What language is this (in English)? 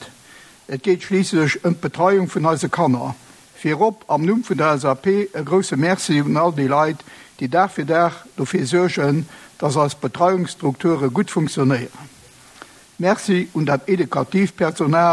Luxembourgish